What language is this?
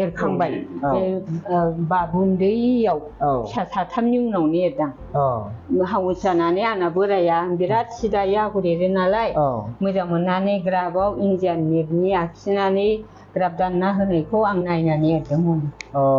Bodo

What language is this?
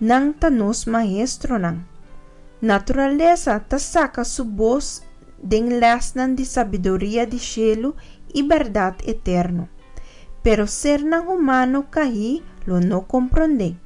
Papiamento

